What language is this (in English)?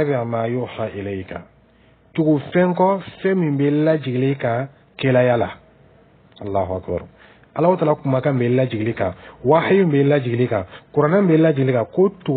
Dyula